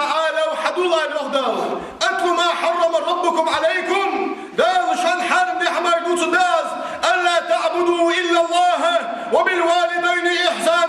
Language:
Ingush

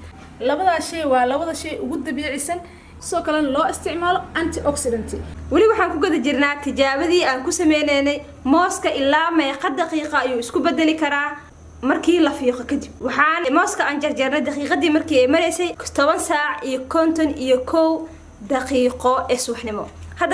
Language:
Somali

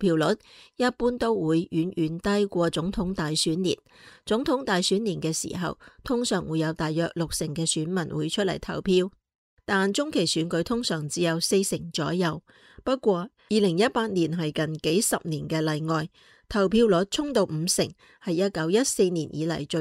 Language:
Cantonese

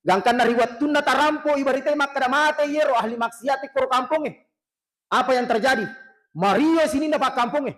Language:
Buginese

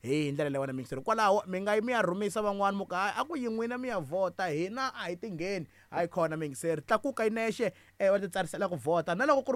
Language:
Tsonga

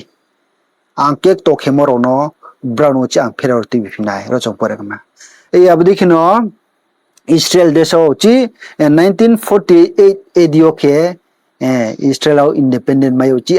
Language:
Riang (India)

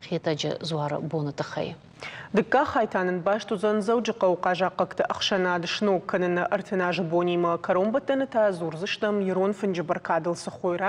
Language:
Ossetic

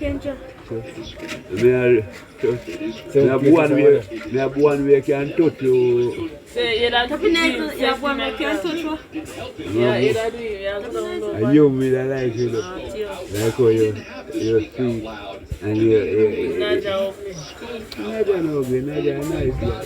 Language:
Jamaican Creole English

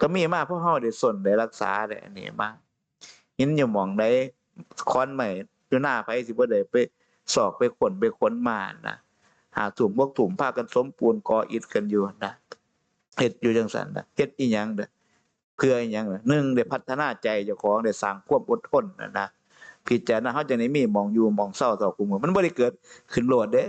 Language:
Northeastern Thai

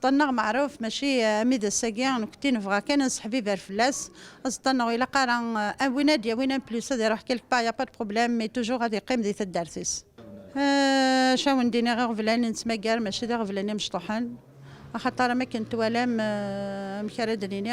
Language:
Kabyle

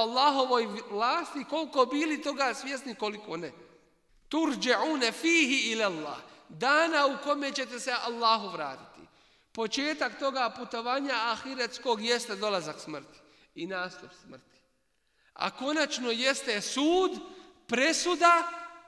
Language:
Bosnian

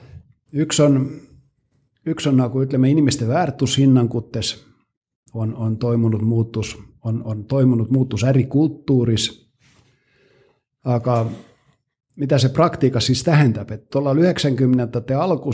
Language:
Estonian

